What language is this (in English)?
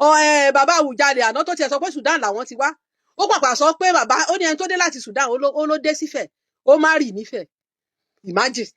Yoruba